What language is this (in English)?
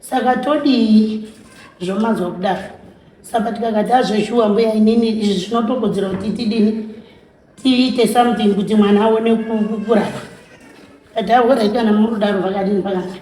Shona